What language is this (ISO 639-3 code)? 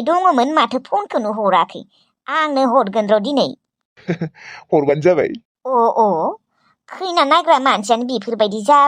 brx